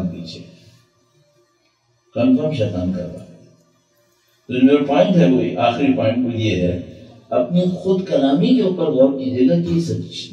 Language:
Urdu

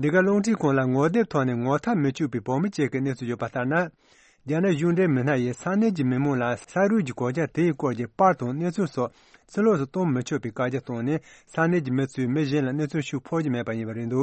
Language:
Tibetan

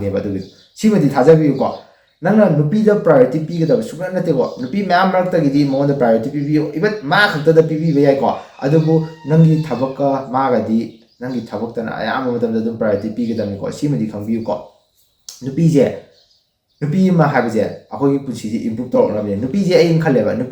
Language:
Manipuri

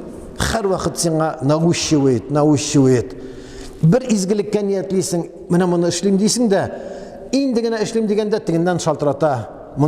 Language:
Tatar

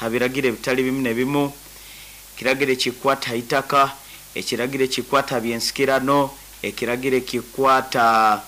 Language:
Nyankole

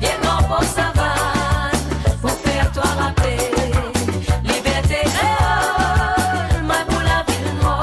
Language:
Morisyen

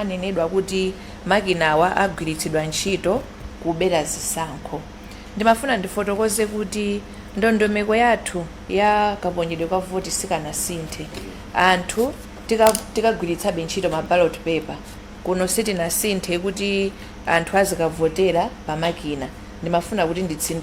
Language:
Nyanja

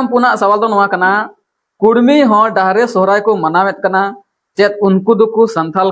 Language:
Santali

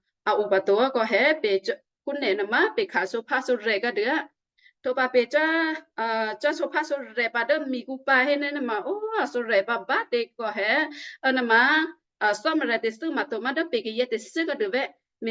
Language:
Western Kayah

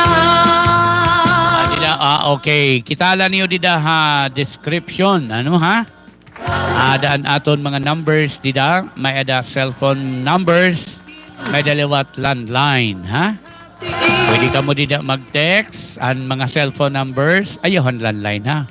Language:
Waray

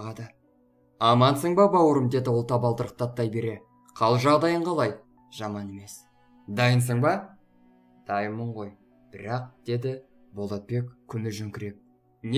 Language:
Kazakh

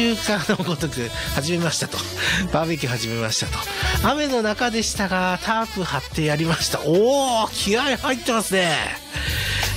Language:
Japanese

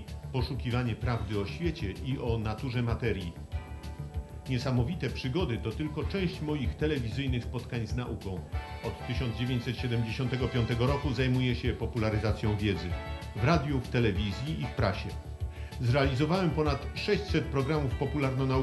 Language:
Polish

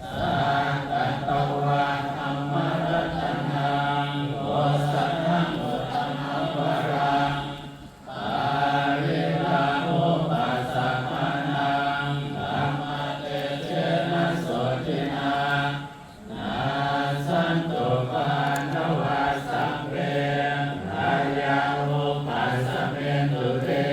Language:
Pali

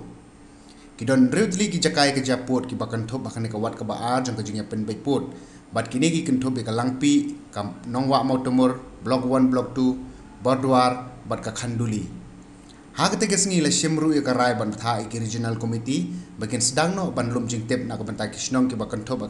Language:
Khasi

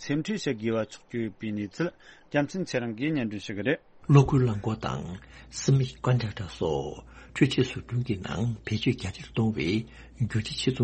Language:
Tibetan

